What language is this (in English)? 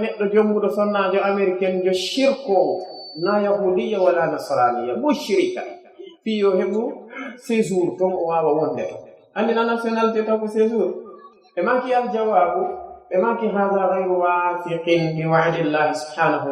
Pular